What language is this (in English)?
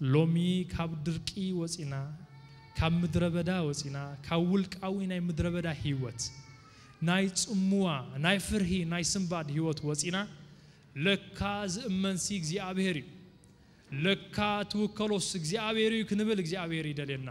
Tigrinya